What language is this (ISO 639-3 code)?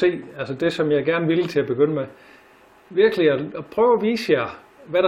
dan